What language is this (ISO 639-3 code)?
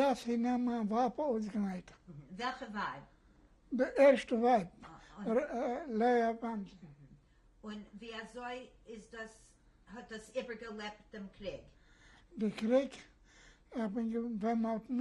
yid